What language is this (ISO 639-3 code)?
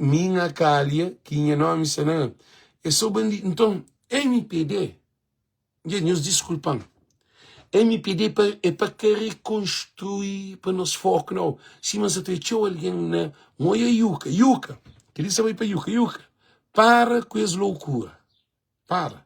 kea